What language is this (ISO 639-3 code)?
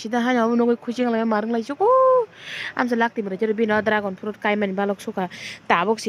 trp